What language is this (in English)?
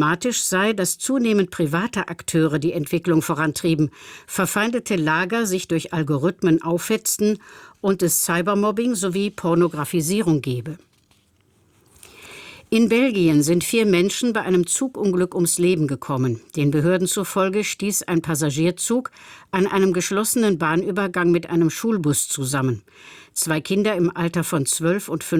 German